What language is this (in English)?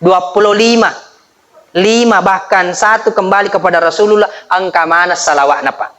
Buginese